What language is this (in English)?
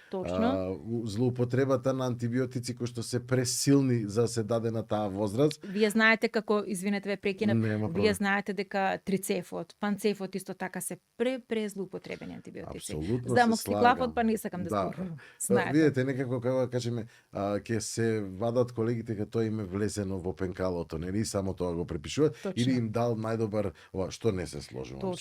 Macedonian